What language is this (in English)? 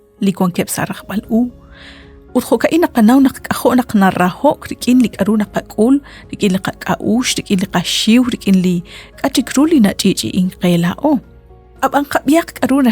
Kekchí